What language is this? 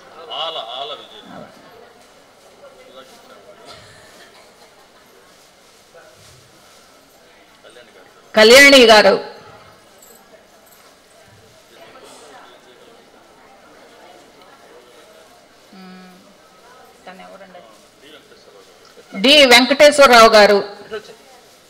Telugu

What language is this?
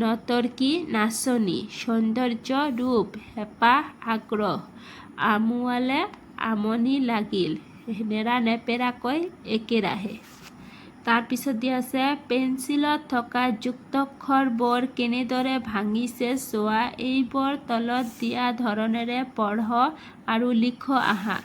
Assamese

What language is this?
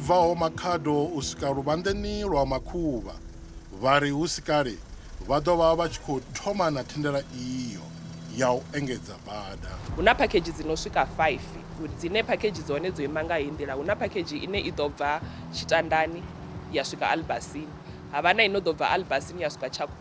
Venda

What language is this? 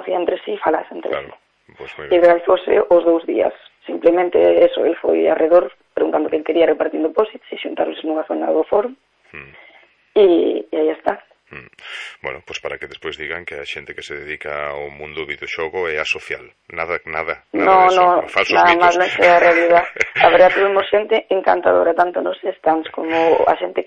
Galician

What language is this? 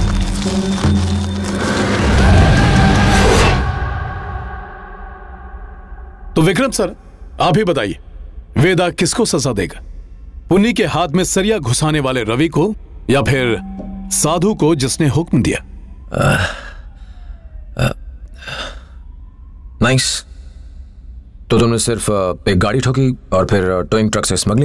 Hindi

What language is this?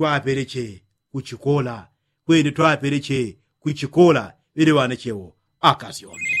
Yao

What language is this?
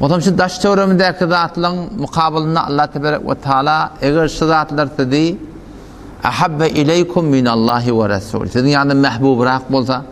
Turkmen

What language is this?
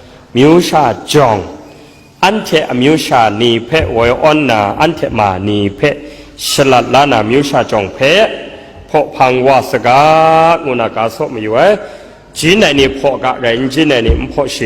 Kachin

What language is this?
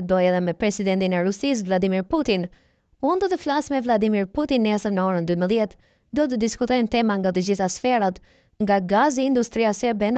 Albanian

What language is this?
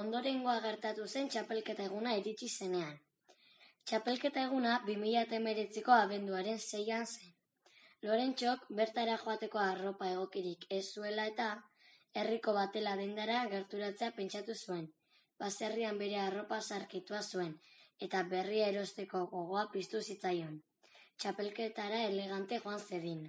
Basque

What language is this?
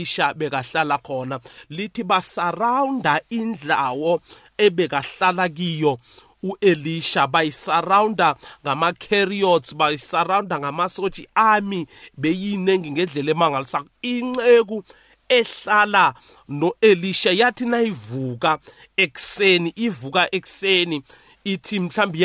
South Ndebele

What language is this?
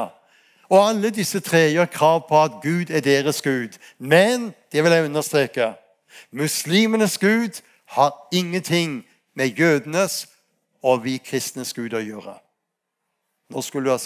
Norwegian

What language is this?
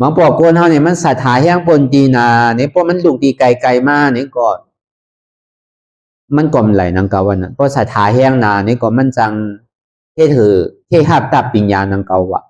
Shan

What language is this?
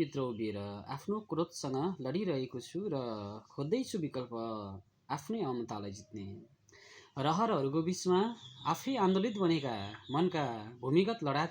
Nepali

